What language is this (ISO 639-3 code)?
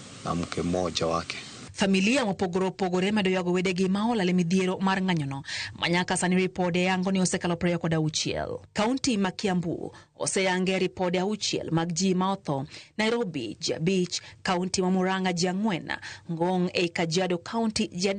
luo